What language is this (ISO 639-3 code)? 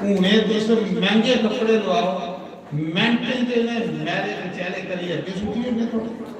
doi